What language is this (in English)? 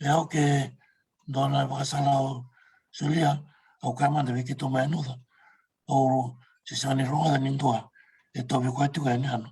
Fijian